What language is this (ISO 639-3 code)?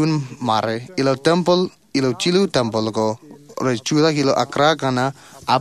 mah